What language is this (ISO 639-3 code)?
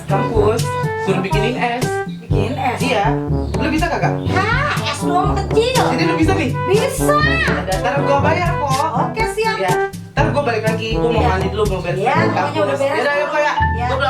bew